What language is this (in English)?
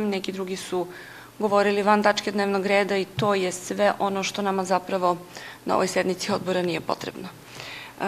Serbian